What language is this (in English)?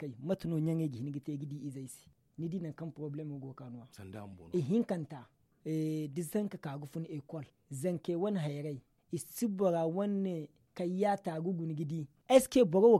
Zarma